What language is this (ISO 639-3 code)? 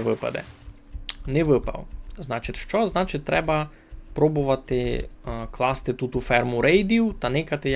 rue